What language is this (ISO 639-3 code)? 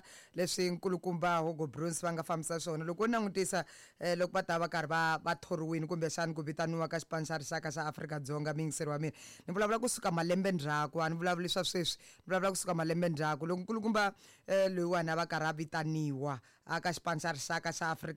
tso